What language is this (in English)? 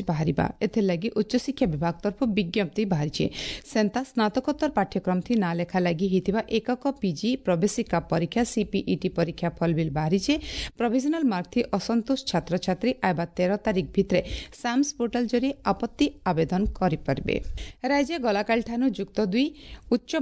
Odia